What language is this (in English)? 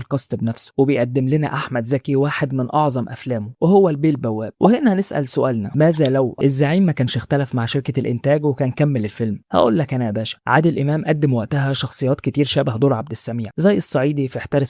Egyptian Arabic